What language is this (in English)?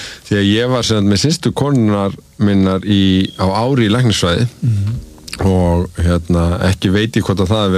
Icelandic